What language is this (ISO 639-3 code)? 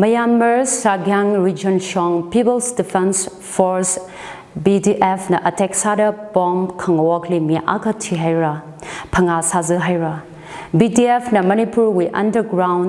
nmf